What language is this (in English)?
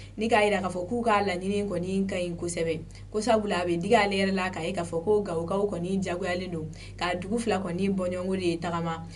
Bambara